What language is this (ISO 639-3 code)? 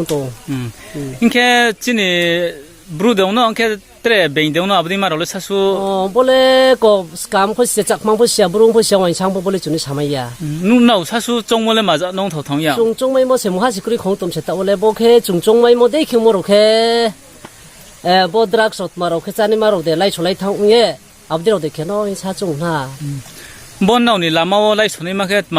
ria